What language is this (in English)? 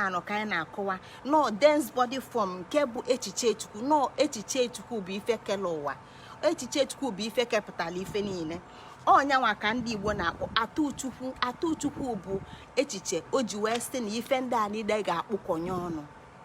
Igbo